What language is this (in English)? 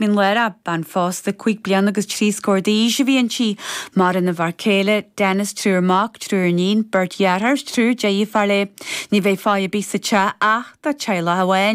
Irish